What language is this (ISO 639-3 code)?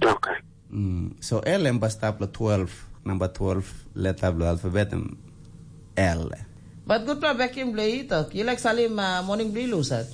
tpi